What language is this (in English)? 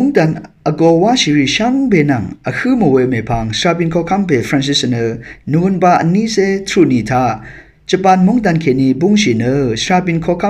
Rawang